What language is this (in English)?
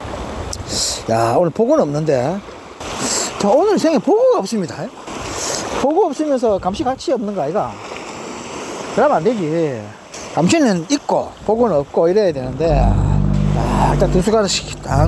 Korean